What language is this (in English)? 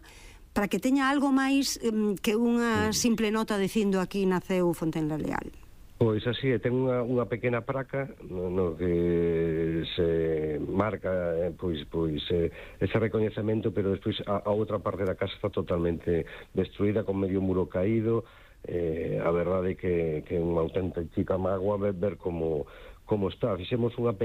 Galician